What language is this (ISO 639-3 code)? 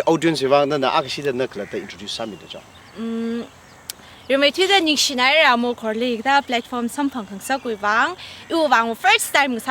nmf